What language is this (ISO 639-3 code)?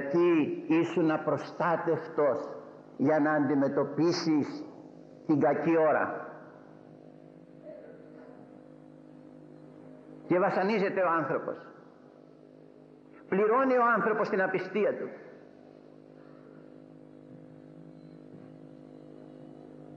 ell